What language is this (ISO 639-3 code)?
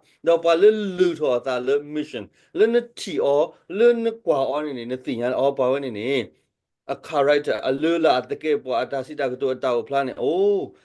ksw